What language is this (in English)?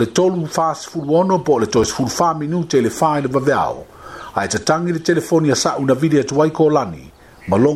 Samoan